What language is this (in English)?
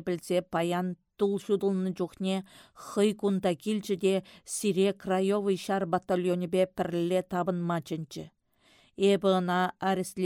Chuvash